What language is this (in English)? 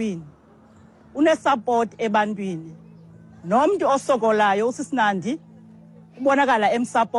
Xhosa